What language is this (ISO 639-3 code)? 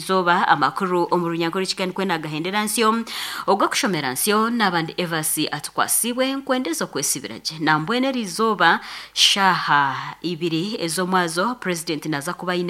nyn